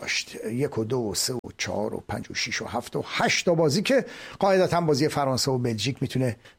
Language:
Persian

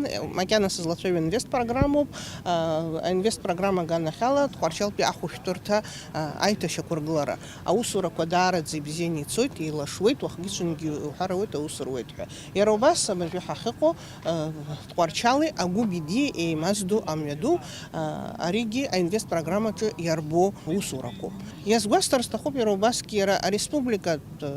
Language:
Abkhazian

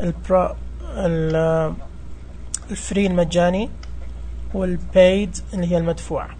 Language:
Najdi Arabic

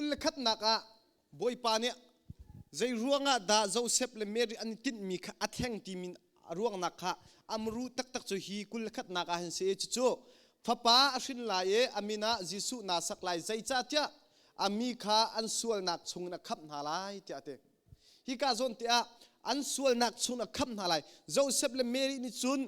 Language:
Hakha Chin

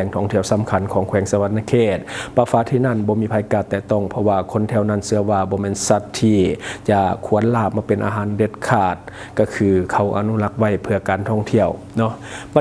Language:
Lao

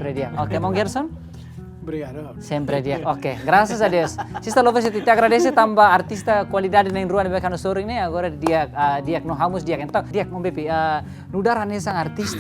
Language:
Tetum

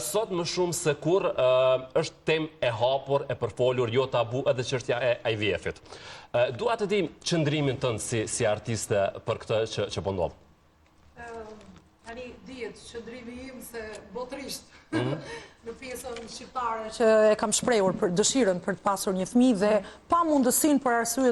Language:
Albanian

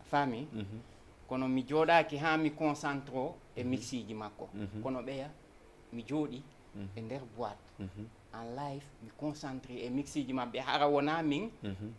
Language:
Fula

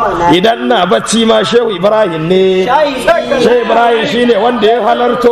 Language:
Hausa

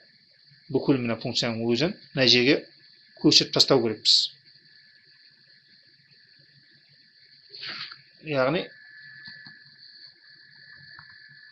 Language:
Kazakh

